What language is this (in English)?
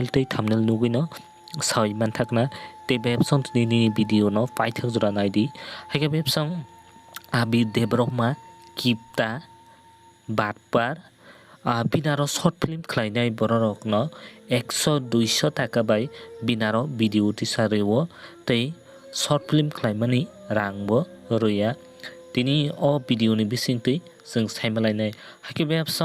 Kok Borok